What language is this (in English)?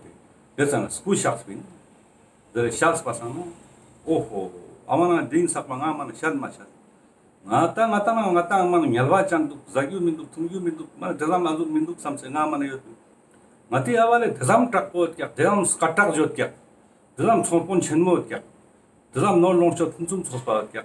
Ladakhi